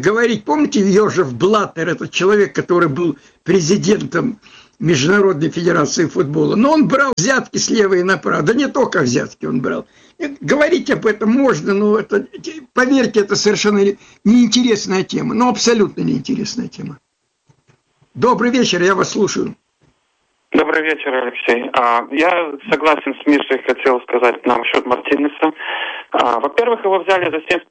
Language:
Russian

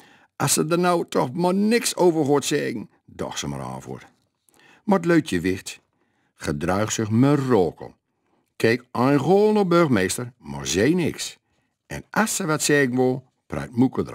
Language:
Gronings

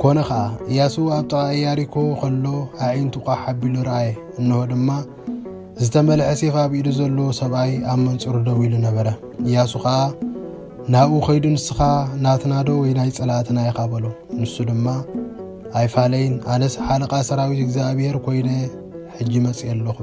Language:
Tigrinya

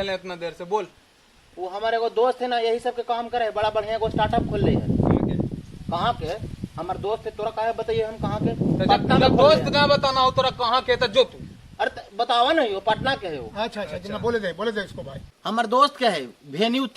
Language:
Magahi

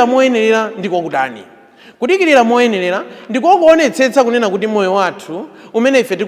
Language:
Nyanja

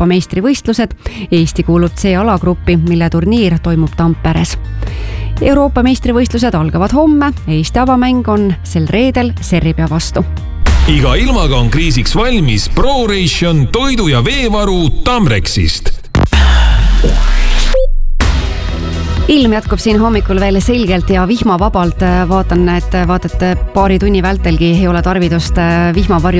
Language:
Estonian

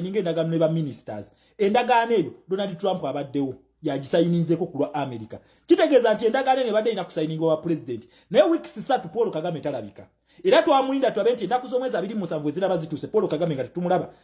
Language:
Ganda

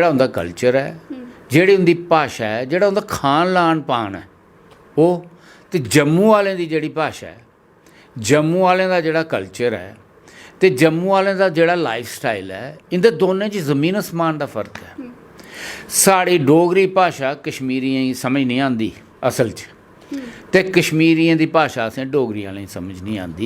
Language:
Dogri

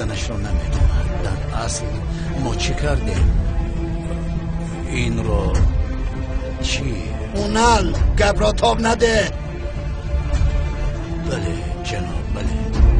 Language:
Persian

